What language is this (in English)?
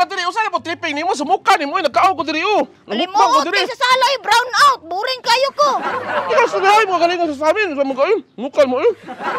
Cebuano